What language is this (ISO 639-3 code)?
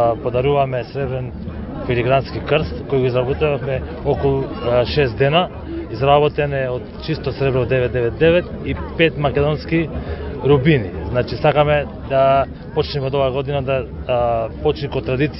mkd